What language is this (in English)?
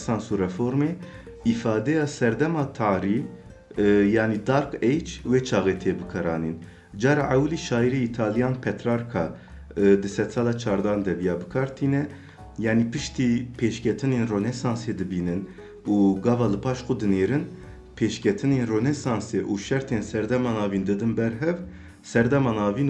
Kurdish